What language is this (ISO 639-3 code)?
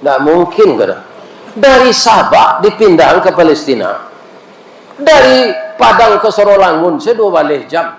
min